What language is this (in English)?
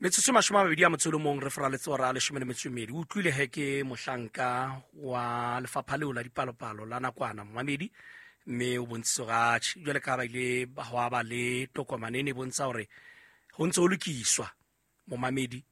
Southern Sotho